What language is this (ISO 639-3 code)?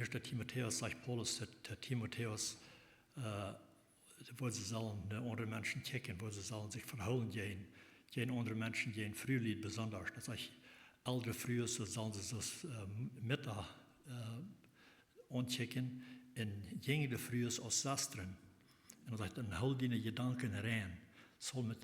pdt